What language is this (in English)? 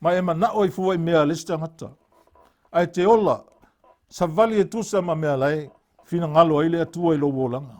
Samoan